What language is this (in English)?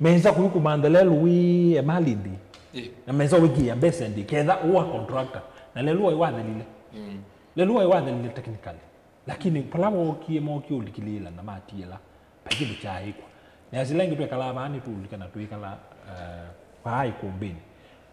Kamba